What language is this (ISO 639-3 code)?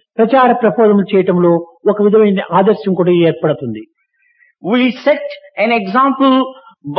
tel